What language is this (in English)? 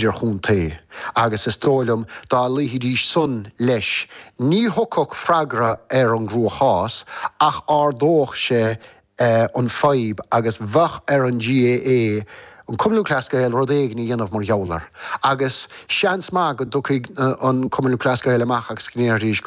Irish